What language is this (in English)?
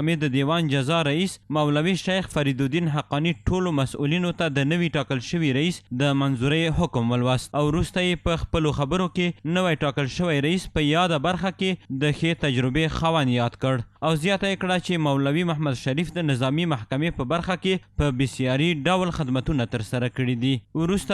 Pashto